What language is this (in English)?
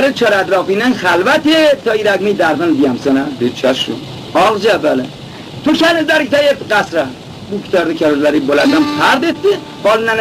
Khorasani Turkish